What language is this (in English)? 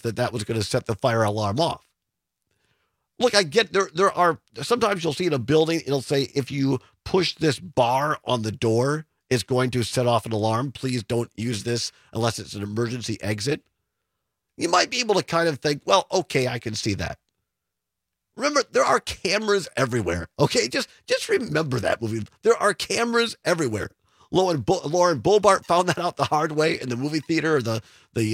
English